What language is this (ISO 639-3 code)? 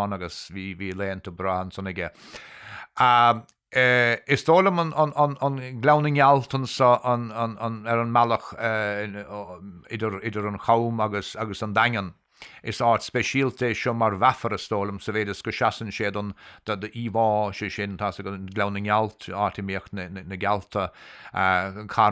gle